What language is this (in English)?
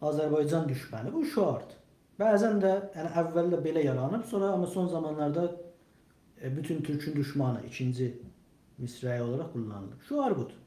South Azerbaijani